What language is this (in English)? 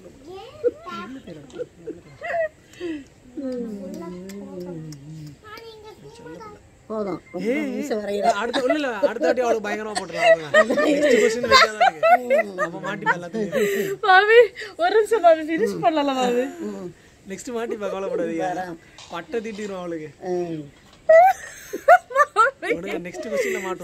Tamil